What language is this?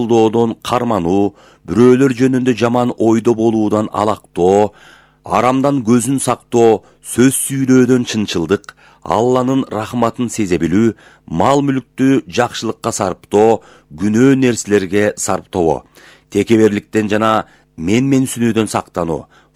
Kyrgyz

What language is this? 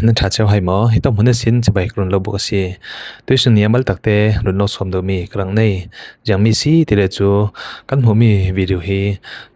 Falam Chin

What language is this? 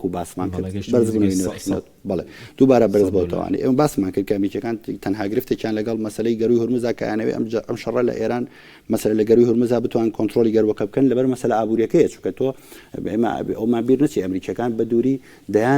Central Kurdish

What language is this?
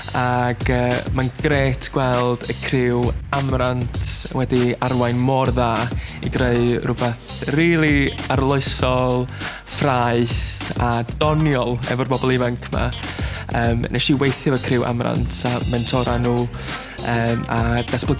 Welsh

